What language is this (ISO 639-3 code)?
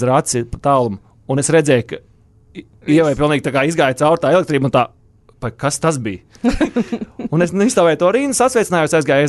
lav